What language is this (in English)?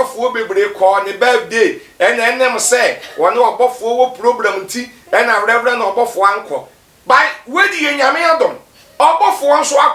Akan